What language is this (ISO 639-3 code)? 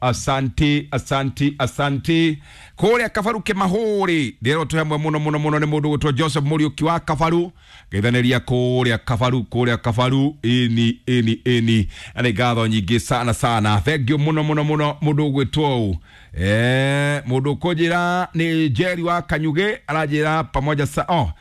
kik